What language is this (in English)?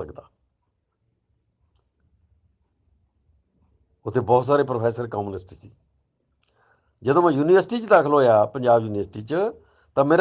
Punjabi